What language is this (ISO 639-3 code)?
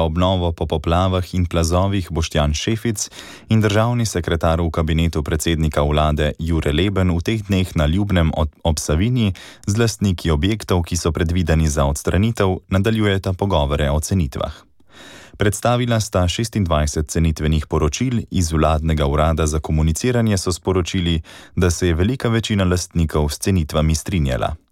slv